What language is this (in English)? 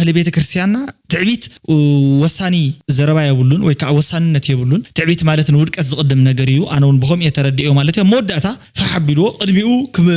Tigrinya